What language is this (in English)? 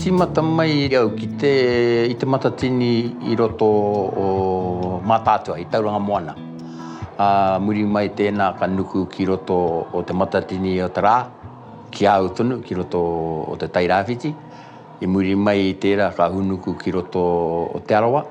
Māori